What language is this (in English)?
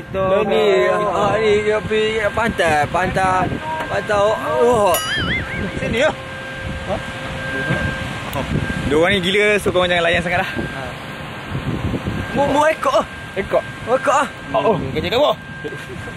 Malay